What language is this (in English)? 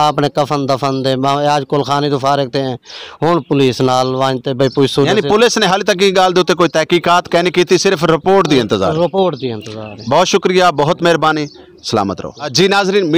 Western Panjabi